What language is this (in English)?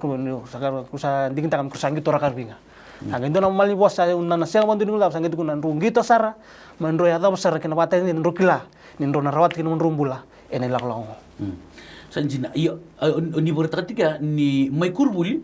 Fijian